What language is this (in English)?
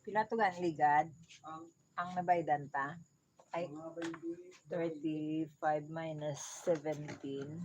Hiligaynon